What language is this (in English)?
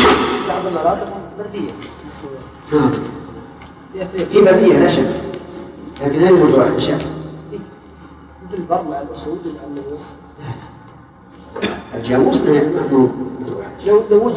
Arabic